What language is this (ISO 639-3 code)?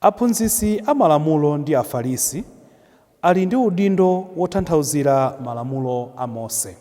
nya